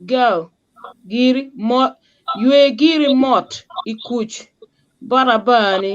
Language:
Acoli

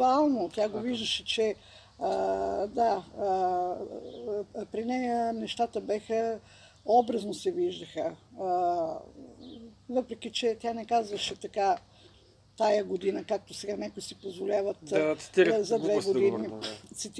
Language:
Bulgarian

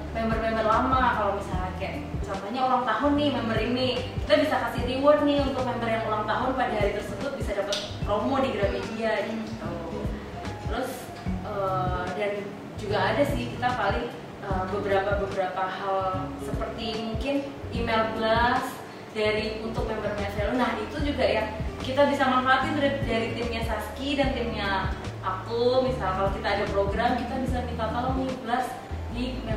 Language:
Indonesian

